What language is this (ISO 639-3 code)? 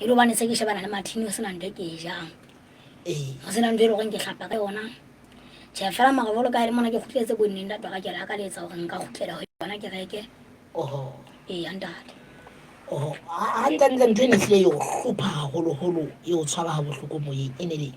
sot